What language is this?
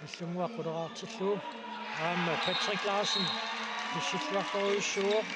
Kalaallisut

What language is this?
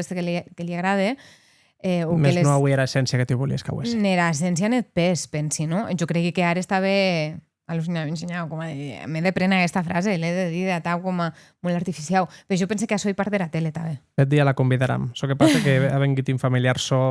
Occitan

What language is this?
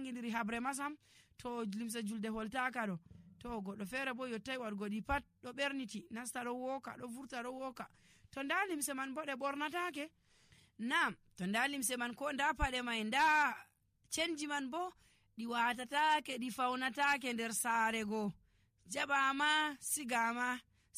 Nigerian Fulfulde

